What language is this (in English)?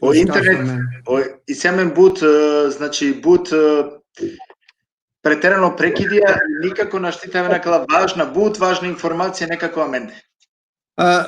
Balkan Romani